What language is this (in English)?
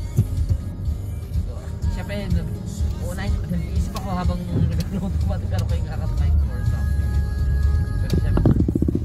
Filipino